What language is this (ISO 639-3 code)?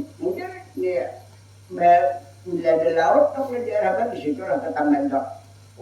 bjn